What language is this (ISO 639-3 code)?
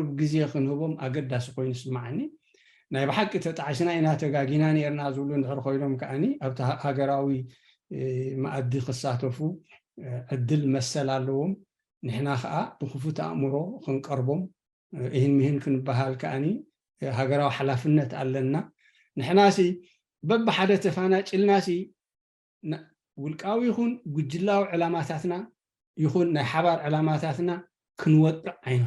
tir